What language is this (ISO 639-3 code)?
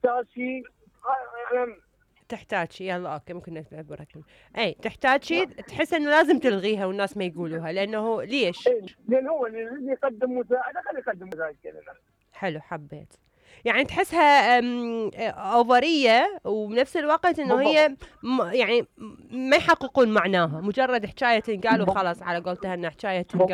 acm